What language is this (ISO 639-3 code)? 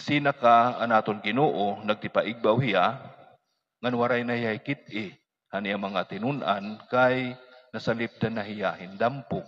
war